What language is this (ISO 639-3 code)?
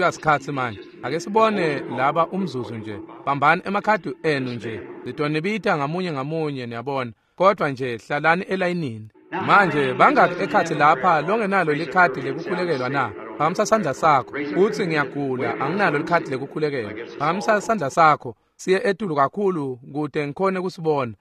ssw